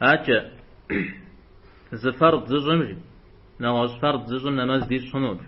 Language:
Kabardian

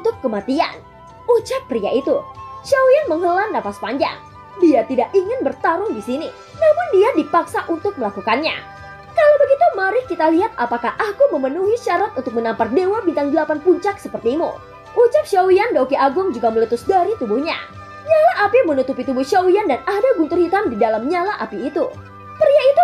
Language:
Indonesian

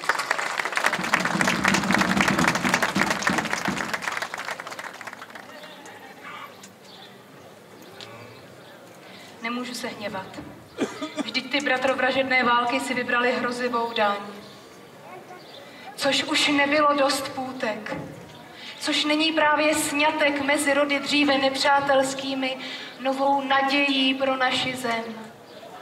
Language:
Czech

